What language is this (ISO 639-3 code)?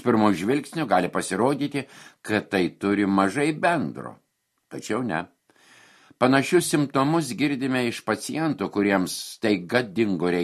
lit